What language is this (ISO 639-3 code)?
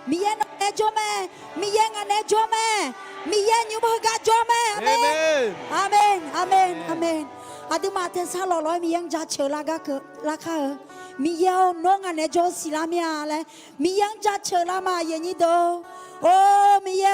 ahk